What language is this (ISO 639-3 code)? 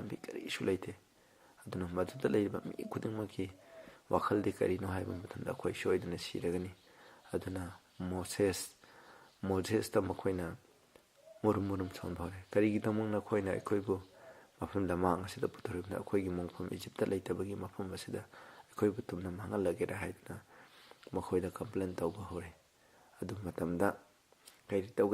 mni